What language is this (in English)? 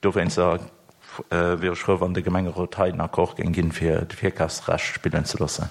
Luxembourgish